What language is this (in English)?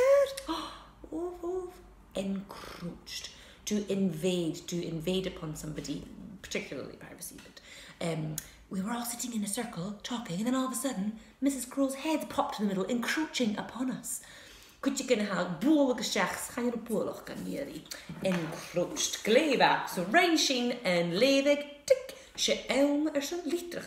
Scottish Gaelic